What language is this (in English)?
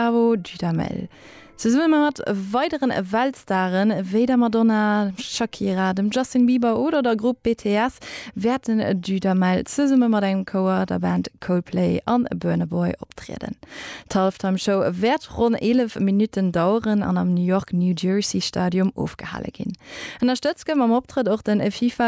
Luxembourgish